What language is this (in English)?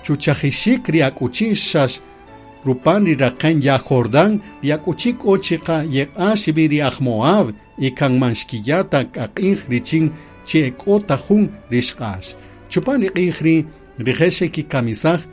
Kaqchikel